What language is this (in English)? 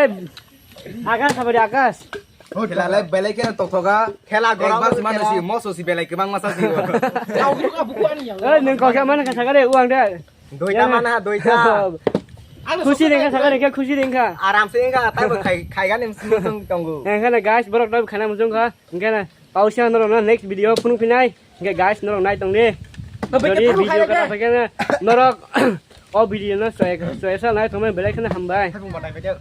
Kok Borok